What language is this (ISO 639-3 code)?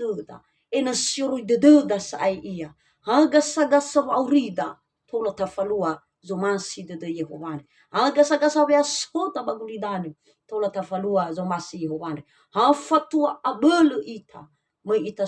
nia